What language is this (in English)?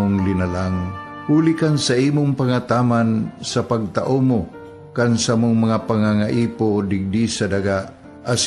Bikol